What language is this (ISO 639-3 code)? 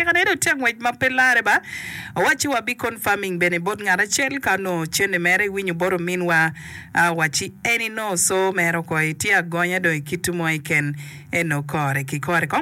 ach